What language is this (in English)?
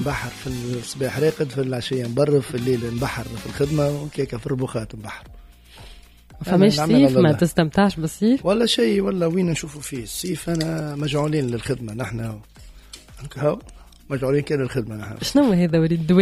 Tunisian Arabic